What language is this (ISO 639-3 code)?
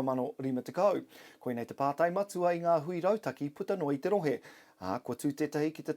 mri